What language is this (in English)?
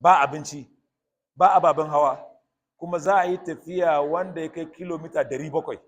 Hausa